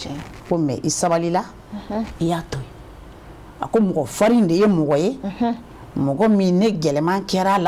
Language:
Bambara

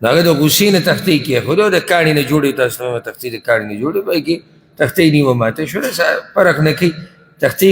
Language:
Pashto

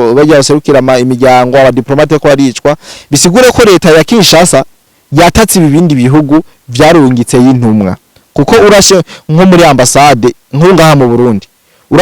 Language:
Rundi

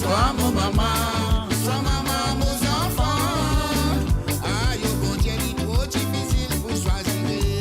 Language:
Morisyen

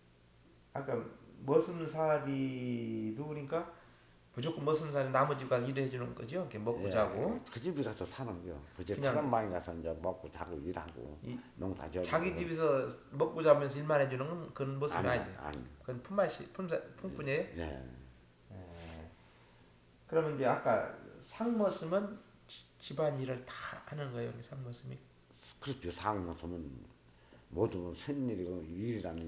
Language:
Korean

